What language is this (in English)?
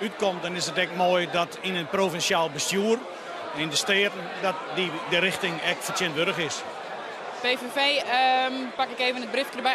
Western Frisian